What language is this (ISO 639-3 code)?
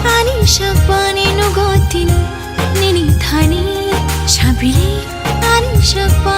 trp